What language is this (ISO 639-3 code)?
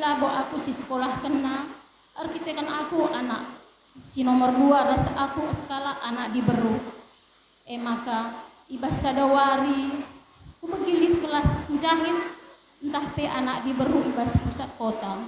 btx